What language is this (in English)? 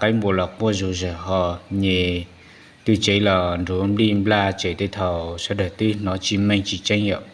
Hmong